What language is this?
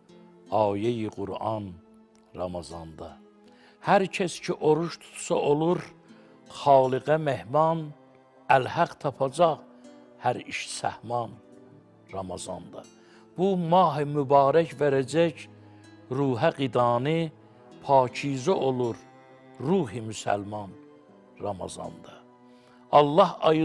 Azerbaijani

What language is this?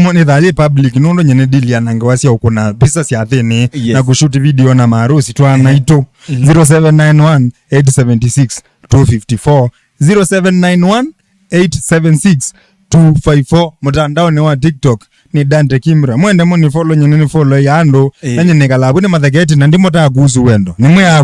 Kamba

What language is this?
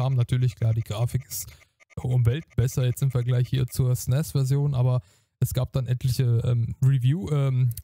German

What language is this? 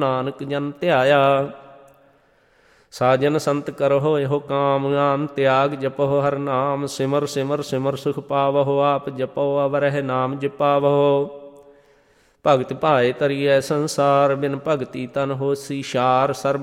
Punjabi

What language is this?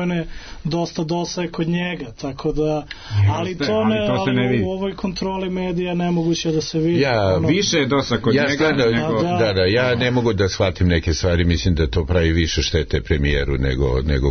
Serbian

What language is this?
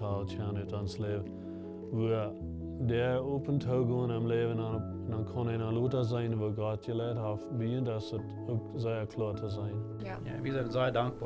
Plautdietsch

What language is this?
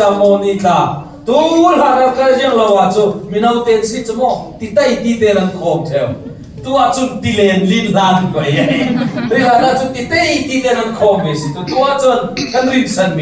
Falam Chin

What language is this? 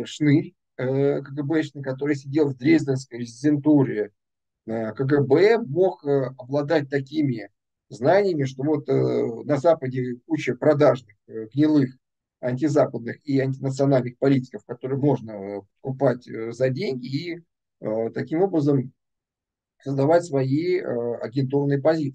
Russian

